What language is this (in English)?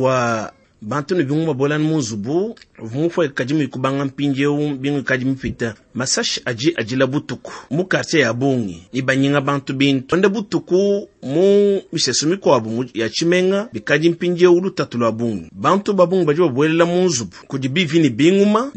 Luba-Lulua